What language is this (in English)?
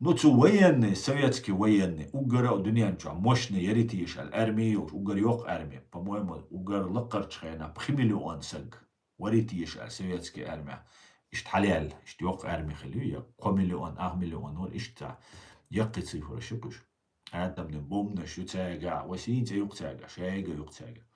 Chechen